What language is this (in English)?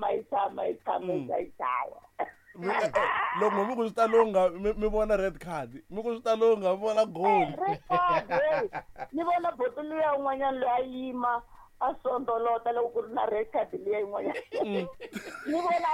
Tsonga